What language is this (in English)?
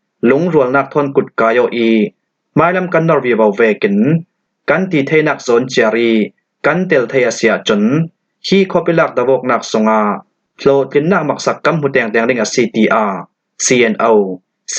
Falam Chin